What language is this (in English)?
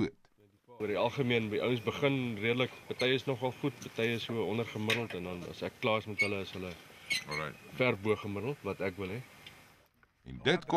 Afrikaans